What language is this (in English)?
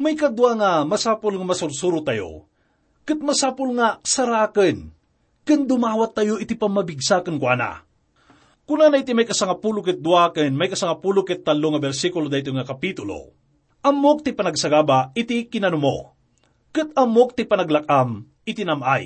Iloko